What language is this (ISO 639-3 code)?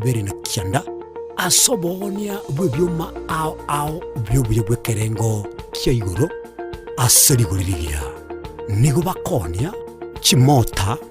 guz